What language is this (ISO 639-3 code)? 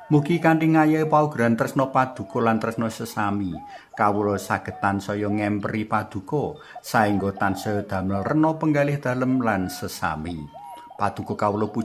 jav